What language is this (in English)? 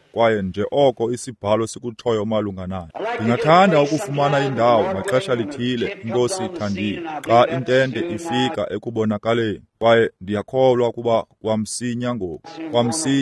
Xhosa